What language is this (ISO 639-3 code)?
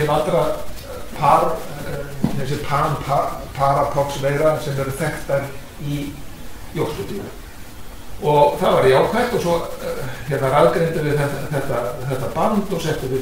isl